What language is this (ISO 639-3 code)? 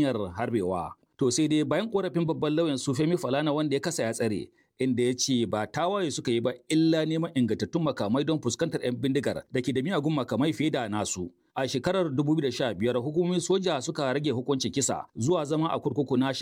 hau